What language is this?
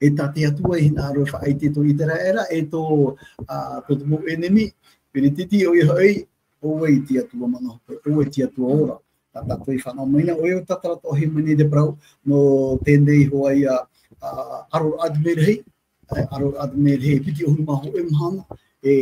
Tahitian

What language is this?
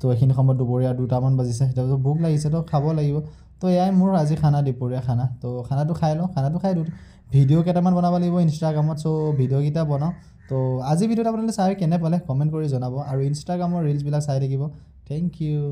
Assamese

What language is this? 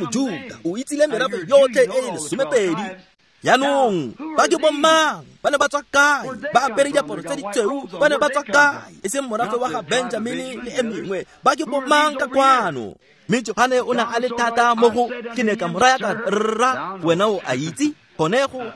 Tswana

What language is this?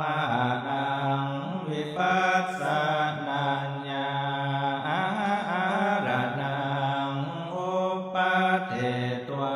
Pali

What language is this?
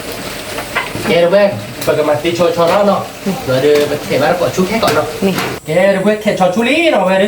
S'gaw Karen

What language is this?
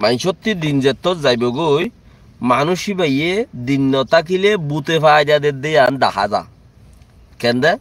Rohingya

